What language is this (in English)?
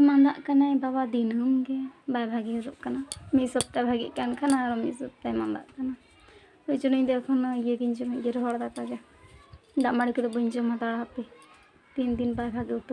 Santali